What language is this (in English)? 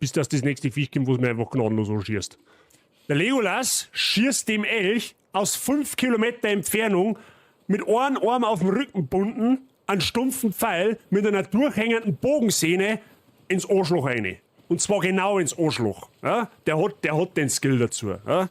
Bavarian